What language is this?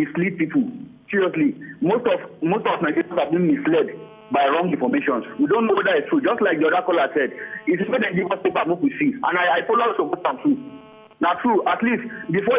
Nigerian Pidgin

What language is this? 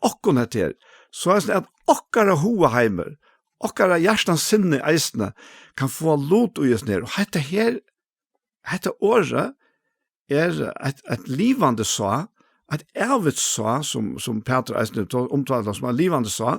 Faroese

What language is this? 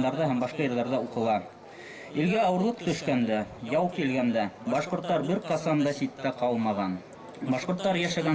Bashkir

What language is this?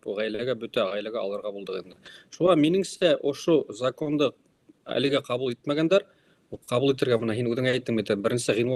Bashkir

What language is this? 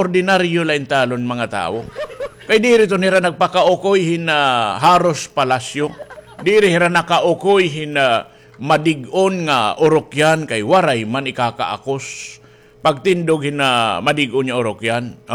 Waray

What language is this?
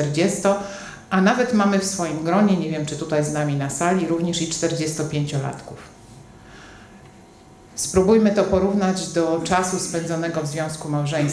Polish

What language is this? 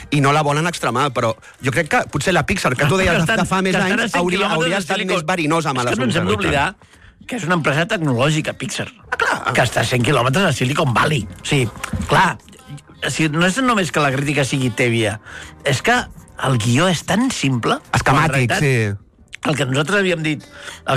Catalan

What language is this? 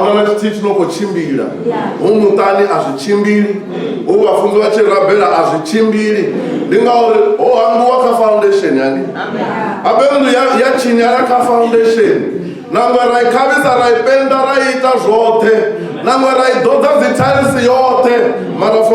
Venda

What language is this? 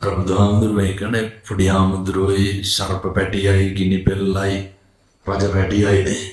Sinhala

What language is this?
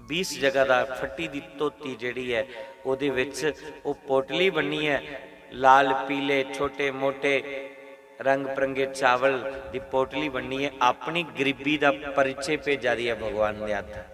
Dogri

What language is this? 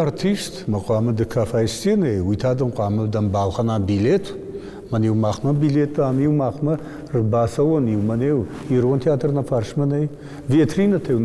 Ossetic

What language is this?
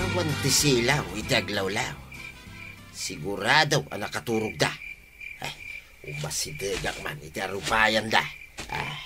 Iloko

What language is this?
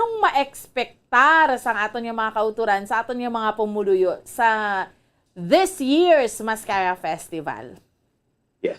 Hiligaynon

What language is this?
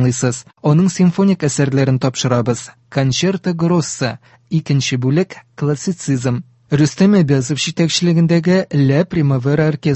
Tatar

